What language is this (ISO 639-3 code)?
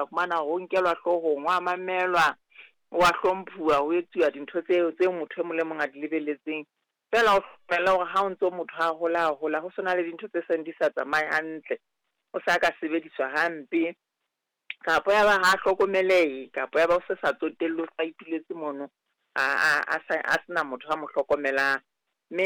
sot